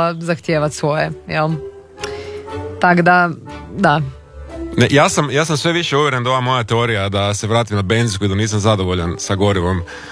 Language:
Croatian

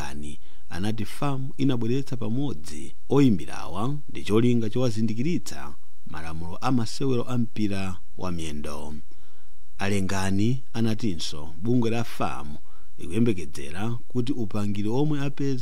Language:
Nyanja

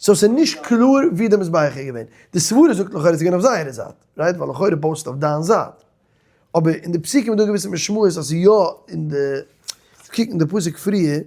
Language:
Yiddish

